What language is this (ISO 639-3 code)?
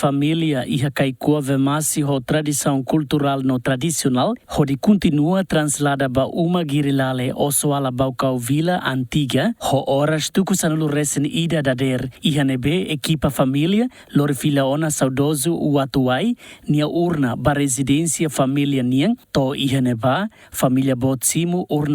tet